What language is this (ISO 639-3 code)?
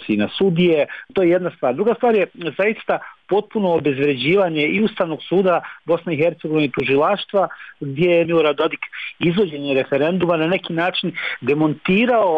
bos